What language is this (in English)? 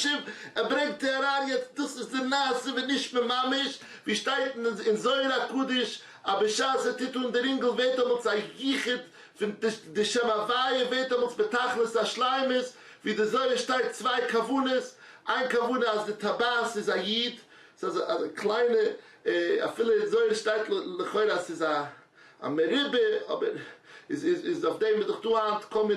Yiddish